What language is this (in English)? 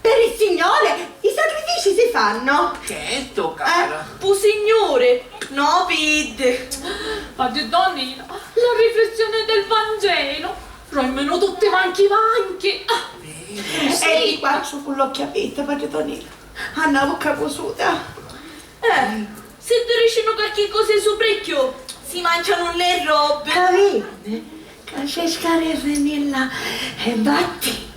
Sicilian